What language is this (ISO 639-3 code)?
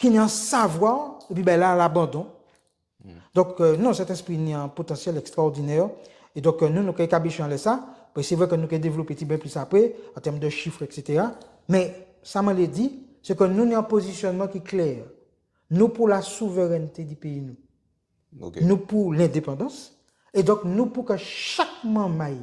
gcf